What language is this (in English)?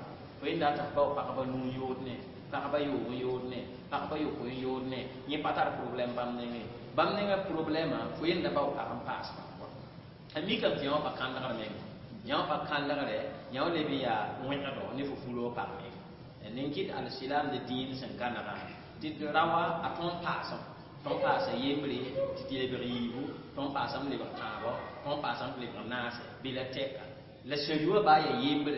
Mossi